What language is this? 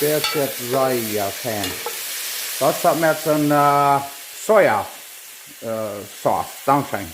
Plautdietsch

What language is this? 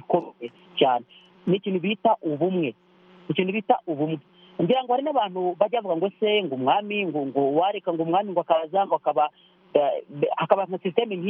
Kinyarwanda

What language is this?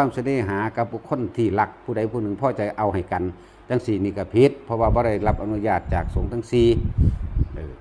Northeastern Thai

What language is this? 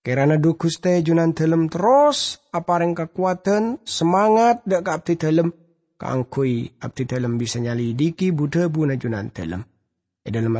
Madurese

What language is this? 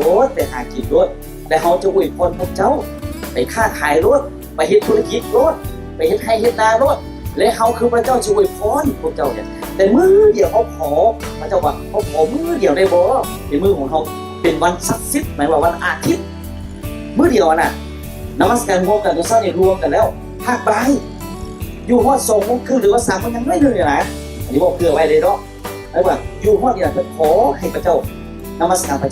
Lao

